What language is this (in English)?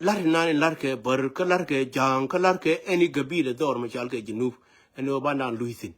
Nuer